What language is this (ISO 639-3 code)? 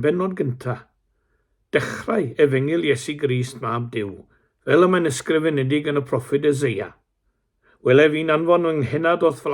cym